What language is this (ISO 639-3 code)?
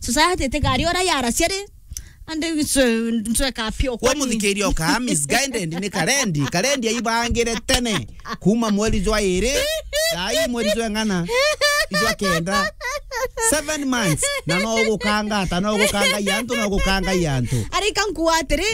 mer